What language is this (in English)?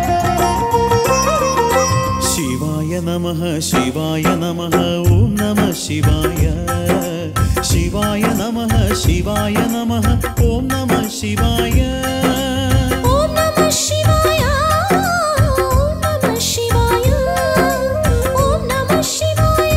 Kannada